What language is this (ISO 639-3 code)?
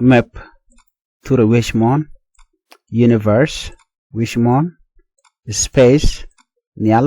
nus